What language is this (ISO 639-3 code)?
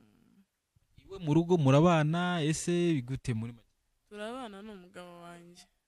kin